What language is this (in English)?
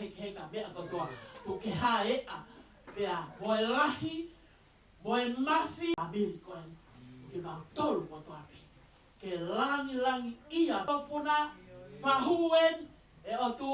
Tongan